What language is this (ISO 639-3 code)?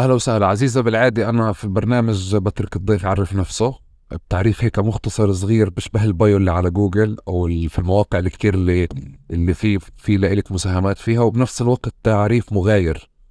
apc